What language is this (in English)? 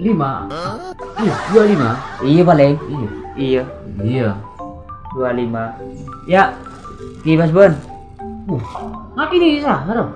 Madurese